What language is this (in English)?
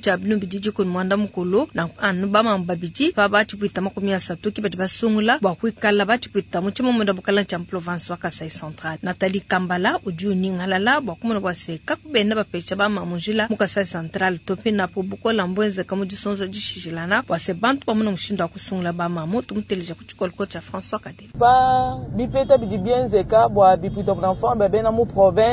Luba-Lulua